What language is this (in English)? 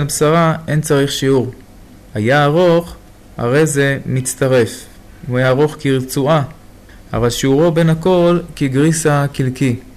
Hebrew